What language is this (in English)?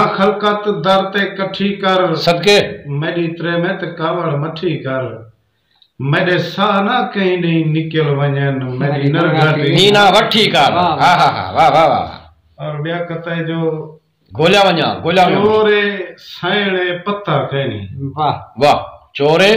Saraiki